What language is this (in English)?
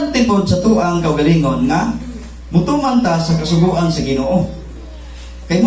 Cebuano